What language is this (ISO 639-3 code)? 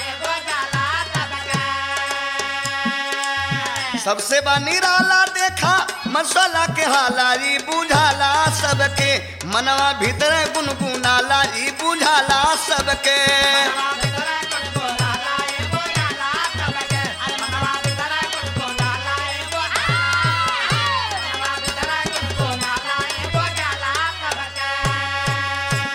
bho